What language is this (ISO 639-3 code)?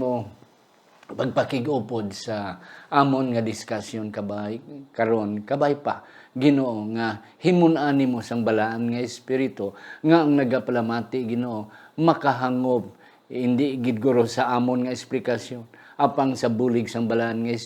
hil